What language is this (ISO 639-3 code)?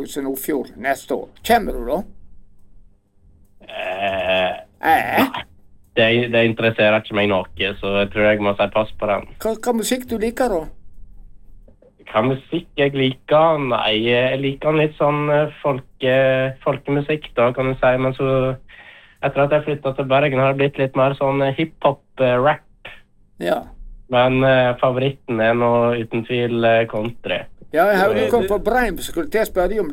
nor